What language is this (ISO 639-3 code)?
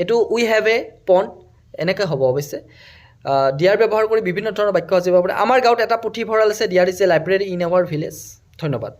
asm